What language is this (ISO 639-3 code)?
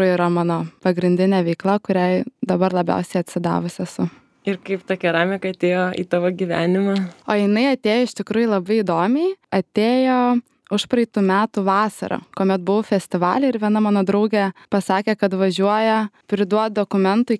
lit